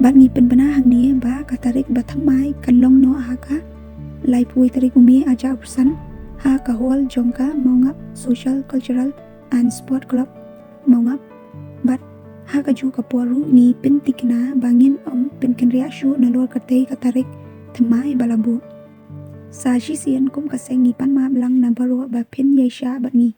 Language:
Khasi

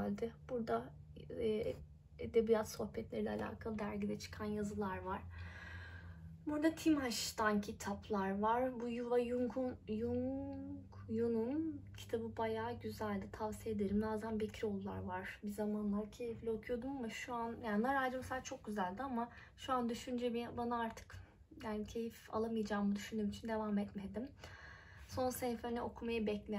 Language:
Turkish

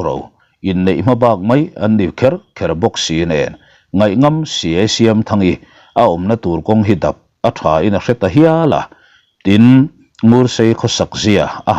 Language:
Mizo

